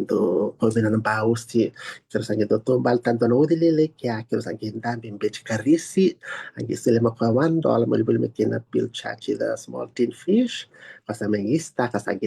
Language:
Fijian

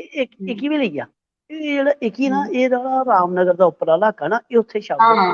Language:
Dogri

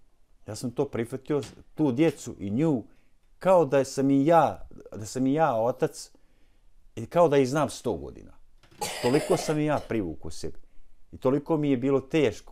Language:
Bosnian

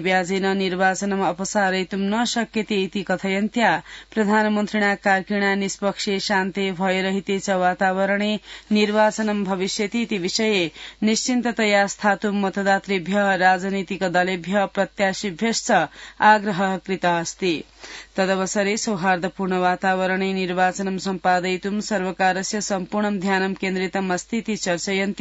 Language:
Sanskrit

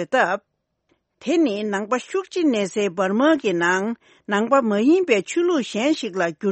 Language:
Tibetan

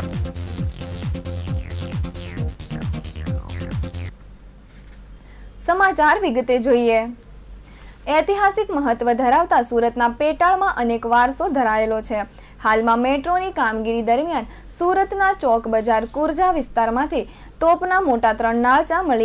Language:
Gujarati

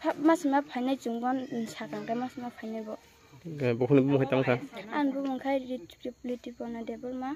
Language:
Kok Borok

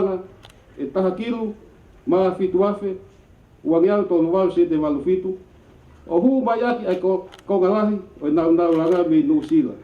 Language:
Tongan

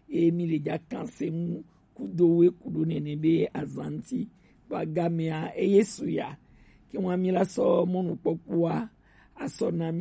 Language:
Gen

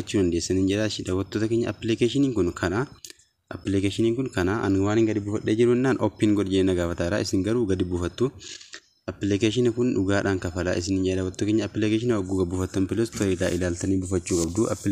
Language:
Oromo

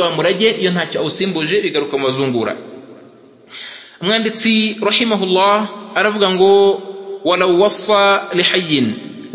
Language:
Kinyarwanda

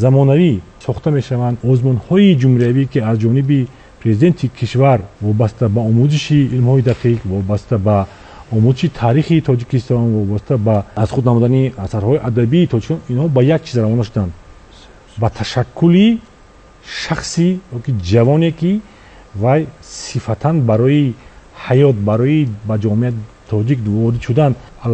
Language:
Tajik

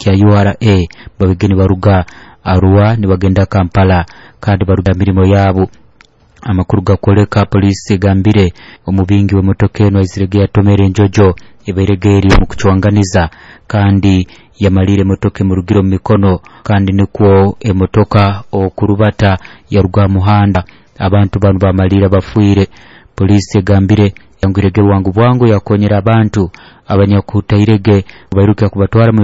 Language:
Nyoro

